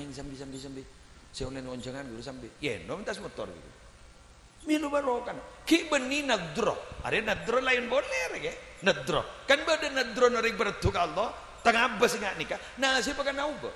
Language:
Madurese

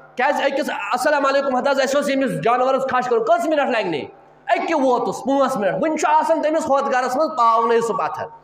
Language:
Kashmiri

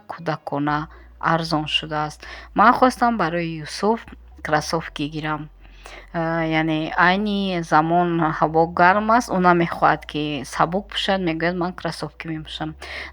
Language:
Tajik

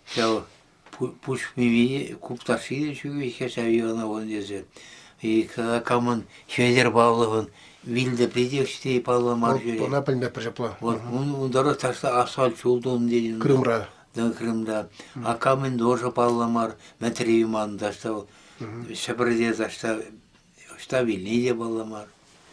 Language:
Chuvash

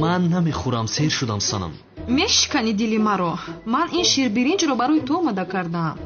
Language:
Tajik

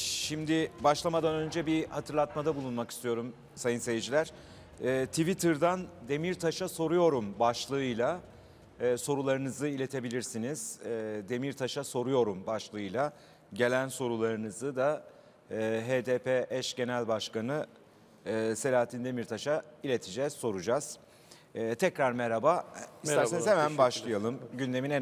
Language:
Turkish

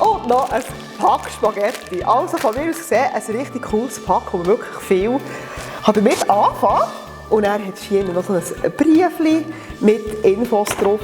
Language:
Swiss German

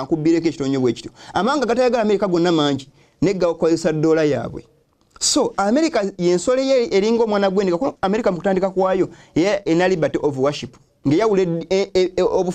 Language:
Ganda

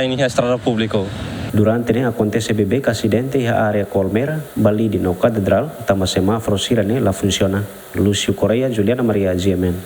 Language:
Tetum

